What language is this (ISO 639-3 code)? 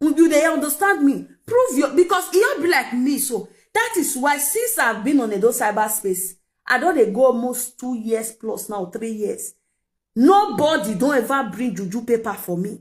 pcm